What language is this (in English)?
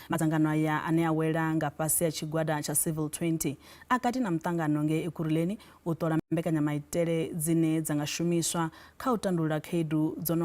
Venda